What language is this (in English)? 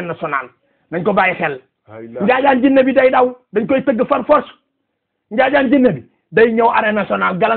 Wolof